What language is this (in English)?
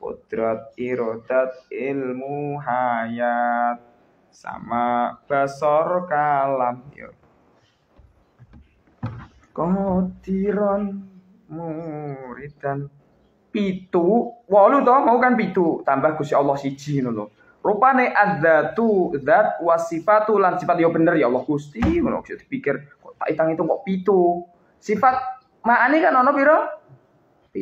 Javanese